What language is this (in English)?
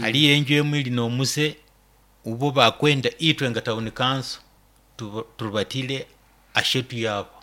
Nyoro